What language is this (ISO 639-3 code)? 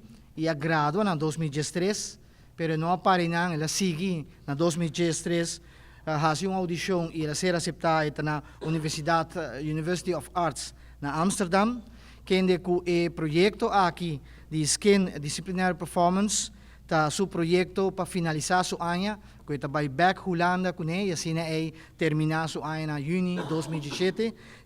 pap